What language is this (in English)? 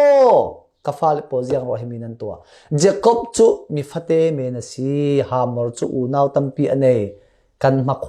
Falam Chin